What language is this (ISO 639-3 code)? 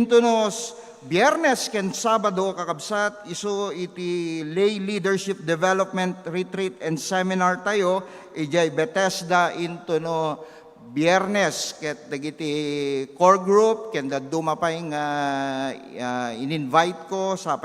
ilo